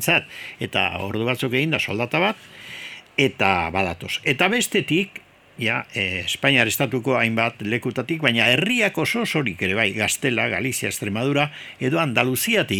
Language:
Basque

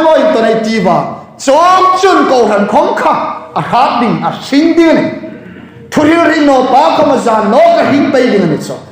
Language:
Hmar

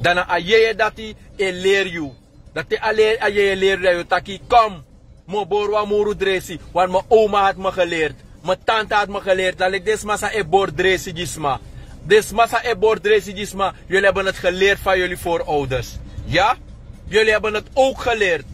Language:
Sranan Tongo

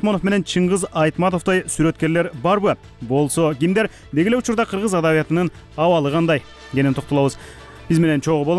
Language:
Kyrgyz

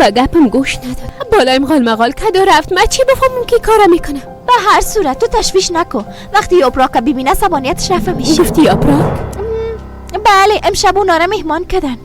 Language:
Persian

